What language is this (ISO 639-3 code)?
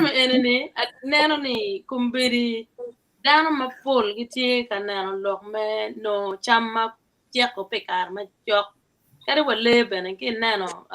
ach